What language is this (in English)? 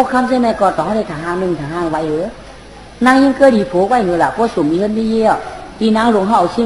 Shan